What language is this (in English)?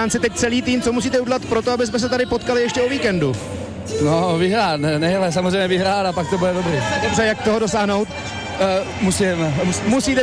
Czech